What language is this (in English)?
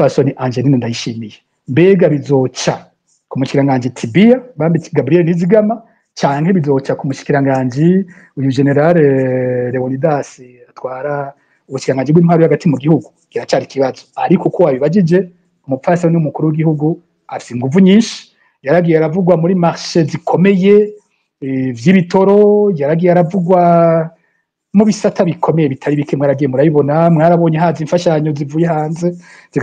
Rundi